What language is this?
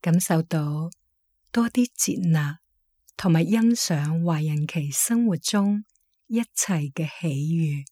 Cantonese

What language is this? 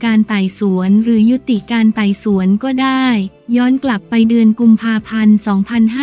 Thai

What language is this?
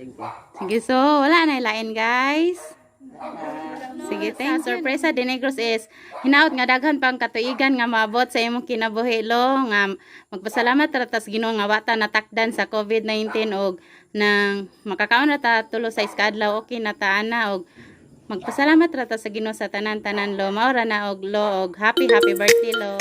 Cebuano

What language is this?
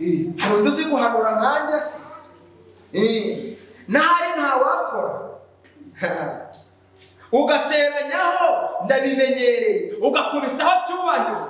Kinyarwanda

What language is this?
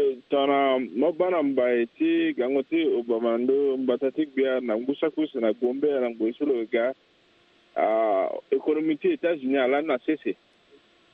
Sango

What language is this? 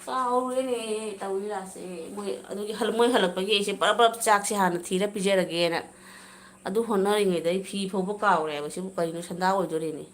Manipuri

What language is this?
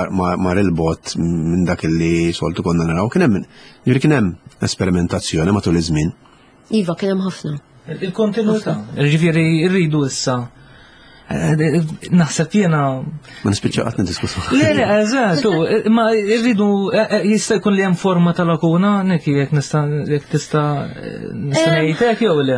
Maltese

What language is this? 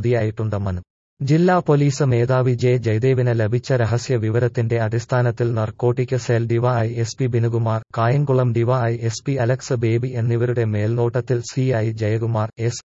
Malayalam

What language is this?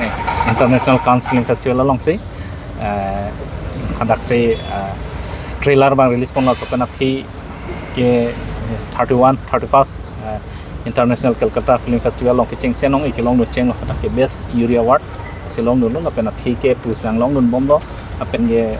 Karbi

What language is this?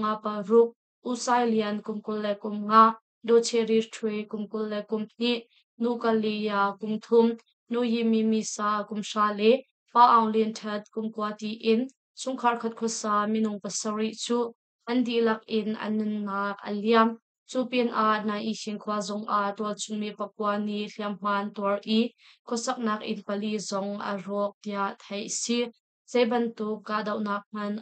Hakha Chin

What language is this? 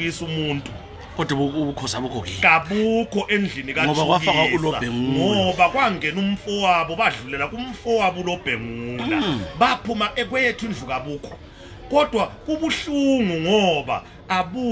North Ndebele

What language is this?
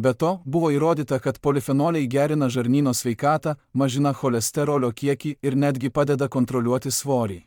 Lithuanian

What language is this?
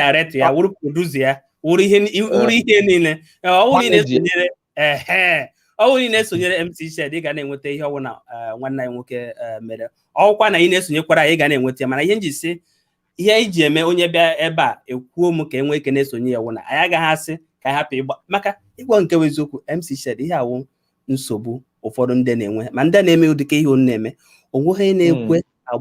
Igbo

